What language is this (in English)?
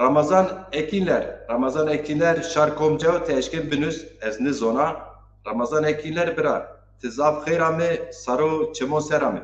Zaza